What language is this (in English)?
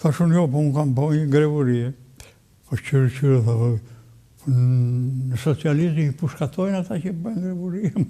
Albanian